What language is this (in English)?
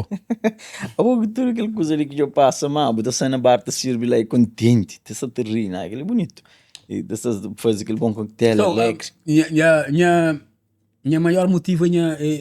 Kabuverdianu